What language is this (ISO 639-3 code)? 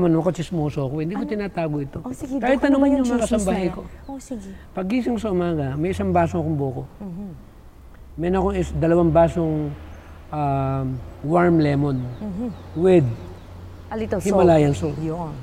fil